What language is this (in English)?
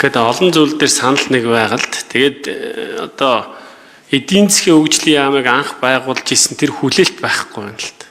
Mongolian